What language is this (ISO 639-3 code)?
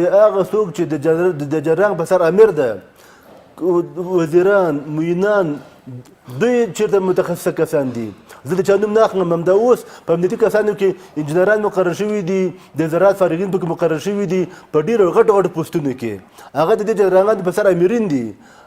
pus